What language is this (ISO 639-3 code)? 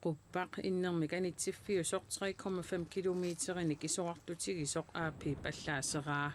kal